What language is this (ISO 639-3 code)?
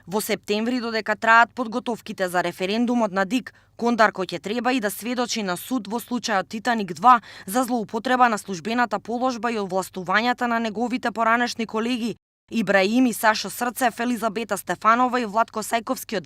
mkd